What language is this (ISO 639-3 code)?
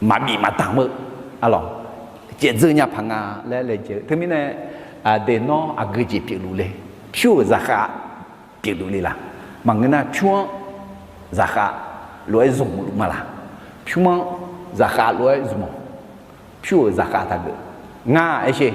ahk